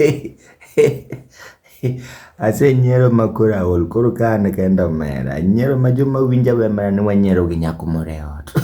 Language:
Luo (Kenya and Tanzania)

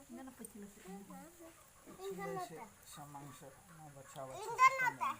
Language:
Santali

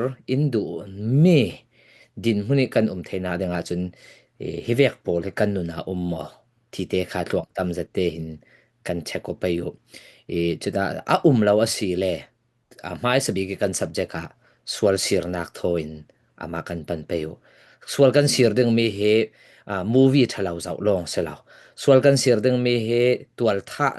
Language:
Falam Chin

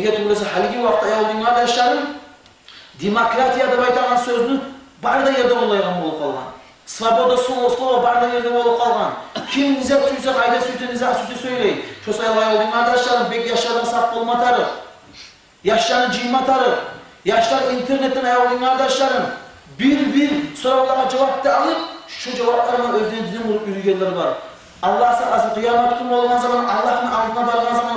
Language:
Kumyk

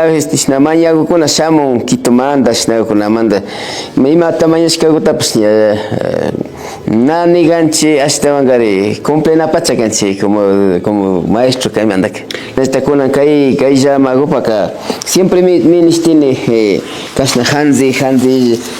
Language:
Imbabura Highland Quichua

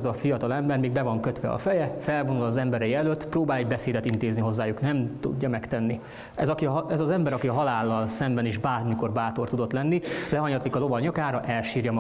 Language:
Hungarian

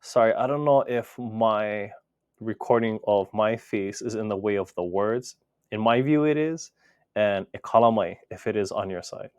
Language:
Hawaiian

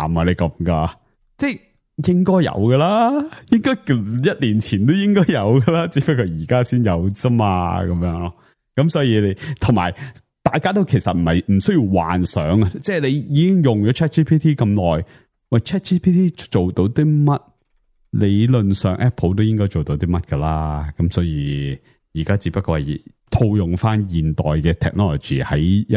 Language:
Cantonese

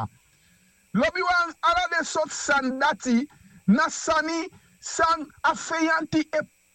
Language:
Sranan Tongo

